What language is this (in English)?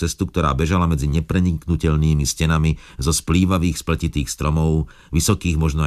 Slovak